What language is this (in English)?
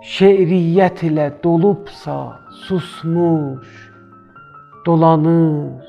South Azerbaijani